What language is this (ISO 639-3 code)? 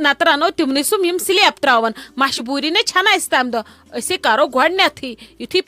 kas